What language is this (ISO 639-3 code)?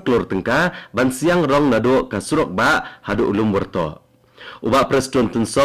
kha